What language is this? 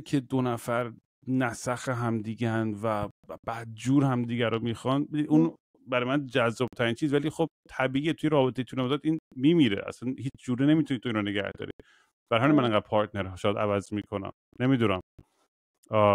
Persian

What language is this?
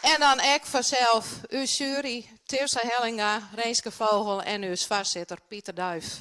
Western Frisian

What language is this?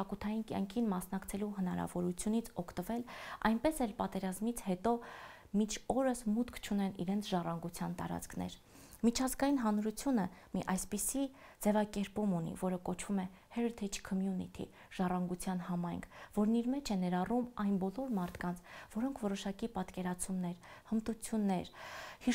Armenian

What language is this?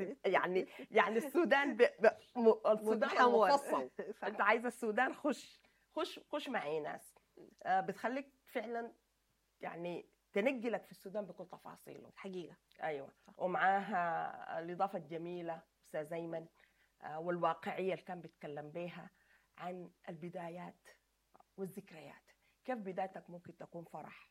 Sudanese Arabic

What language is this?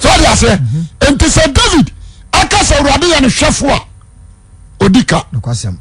Akan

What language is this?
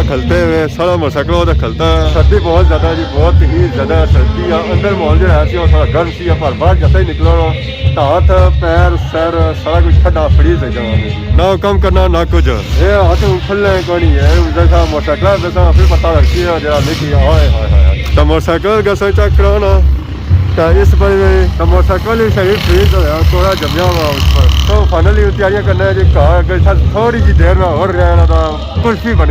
Pahari-Potwari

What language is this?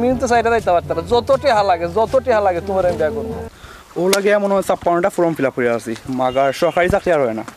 Sylheti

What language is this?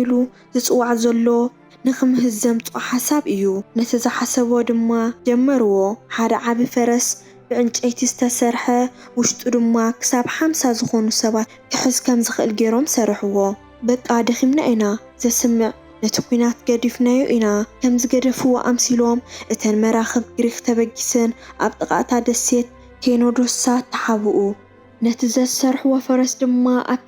Tigrinya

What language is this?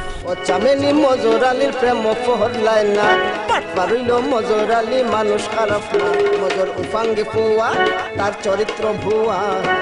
Sylheti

